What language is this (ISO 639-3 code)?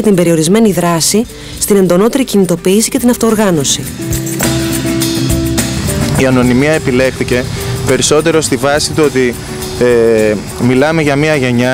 ell